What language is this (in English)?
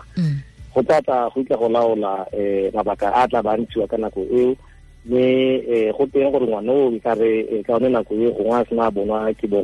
Tswana